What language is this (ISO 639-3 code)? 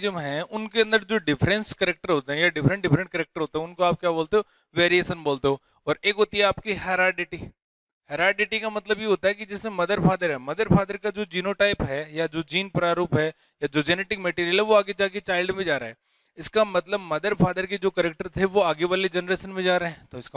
hin